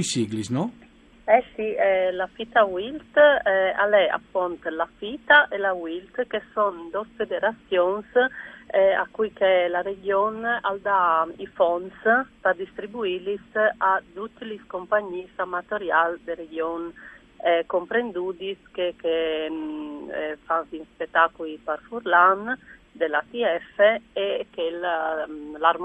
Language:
Friulian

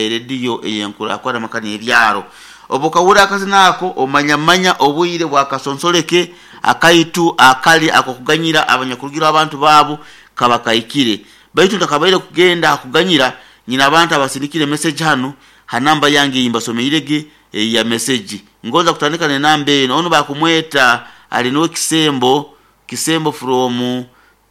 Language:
Nyoro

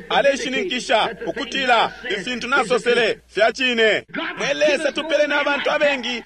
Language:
Bemba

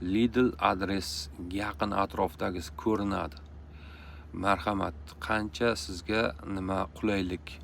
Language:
Uzbek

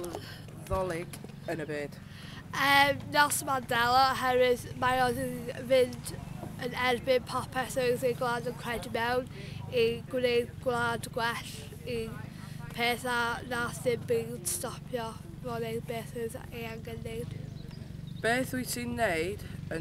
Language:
Welsh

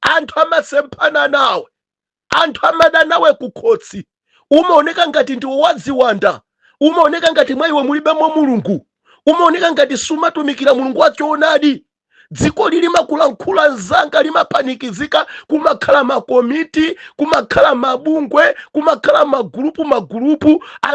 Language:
Nyanja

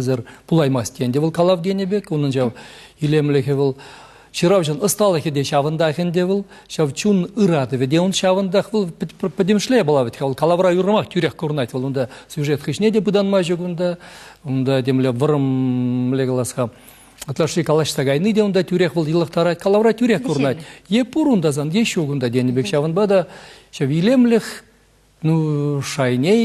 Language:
Chuvash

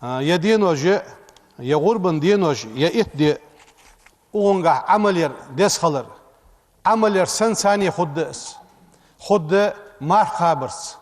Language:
Ingush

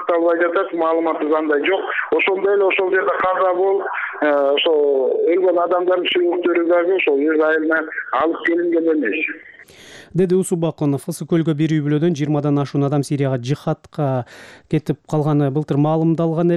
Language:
Kyrgyz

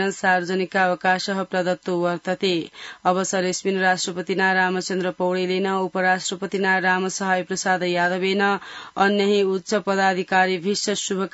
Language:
Sanskrit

